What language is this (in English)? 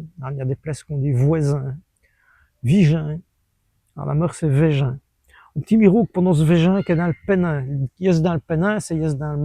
Walloon